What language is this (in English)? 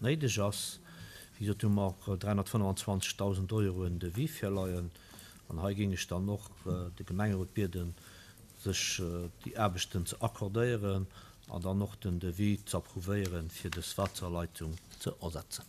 Luxembourgish